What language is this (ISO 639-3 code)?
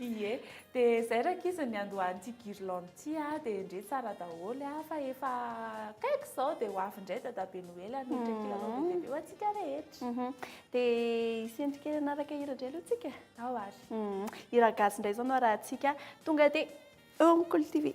mlg